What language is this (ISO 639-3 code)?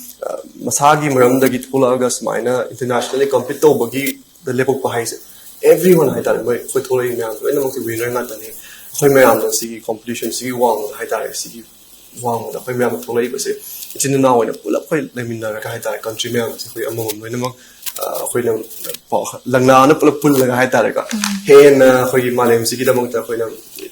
mni